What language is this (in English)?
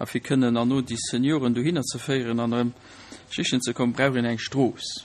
Luxembourgish